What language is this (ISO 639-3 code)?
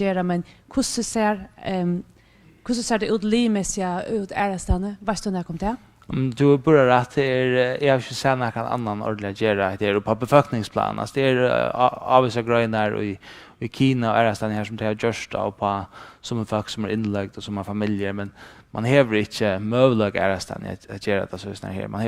fao